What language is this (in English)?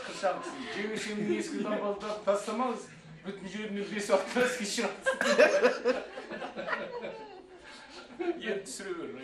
Kazakh